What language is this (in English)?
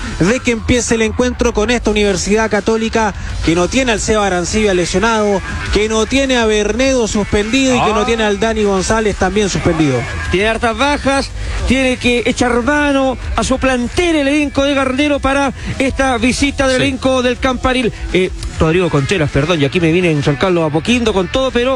Spanish